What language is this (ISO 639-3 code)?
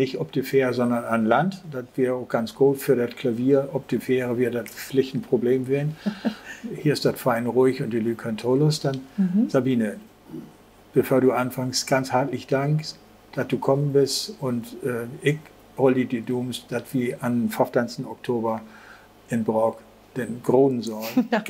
nds